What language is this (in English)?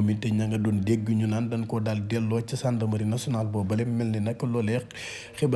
Wolof